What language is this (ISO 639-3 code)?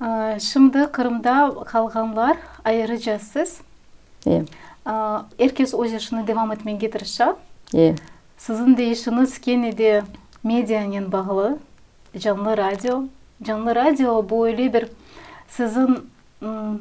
crh